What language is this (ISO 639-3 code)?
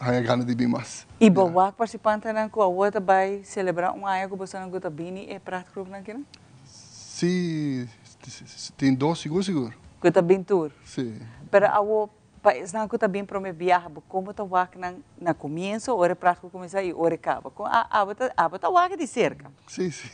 pap